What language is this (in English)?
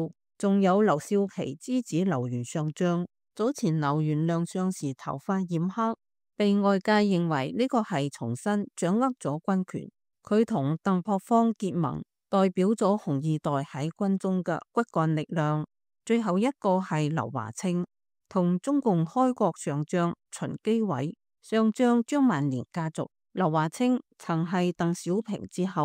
Cantonese